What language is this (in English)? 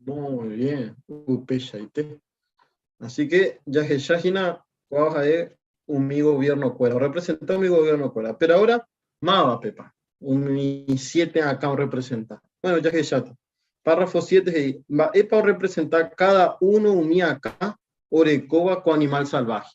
Guarani